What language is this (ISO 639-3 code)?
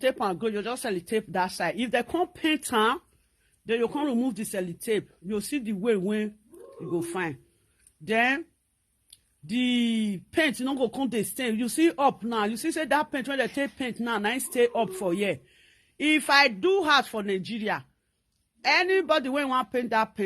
pcm